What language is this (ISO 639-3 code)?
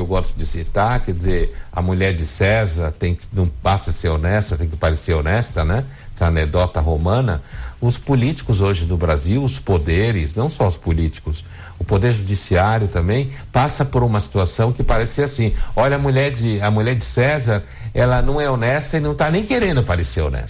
por